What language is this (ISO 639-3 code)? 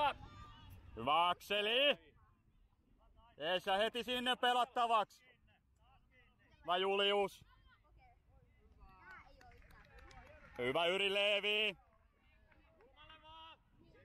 fin